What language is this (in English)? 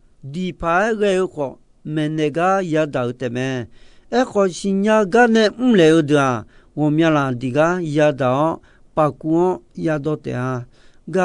Akha